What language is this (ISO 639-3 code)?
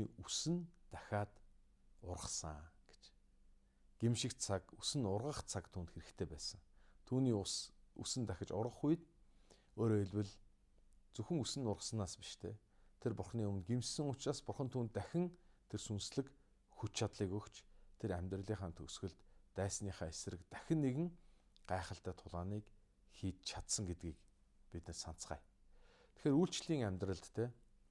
mon